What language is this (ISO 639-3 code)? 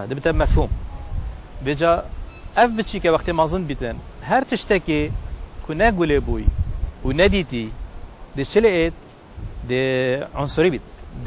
kur